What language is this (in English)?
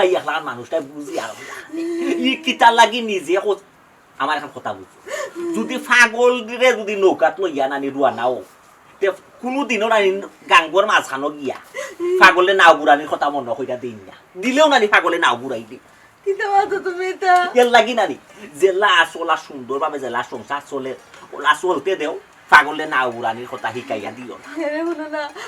Sylheti